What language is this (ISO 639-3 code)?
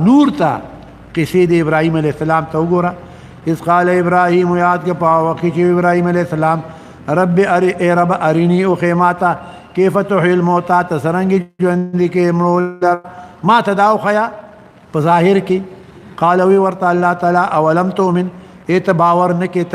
pus